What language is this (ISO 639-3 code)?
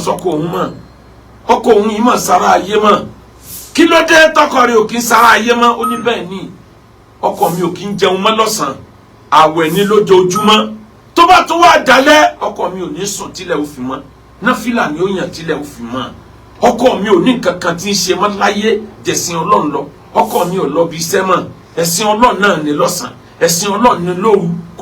yor